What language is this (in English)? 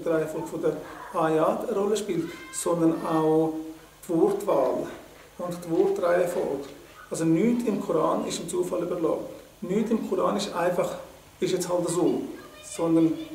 Swiss German